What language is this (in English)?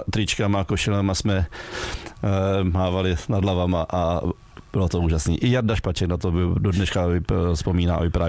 Czech